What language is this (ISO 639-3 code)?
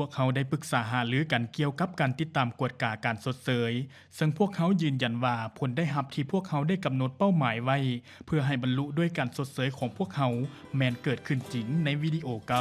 lao